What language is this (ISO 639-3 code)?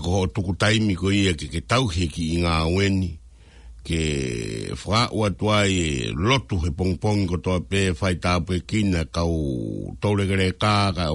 ton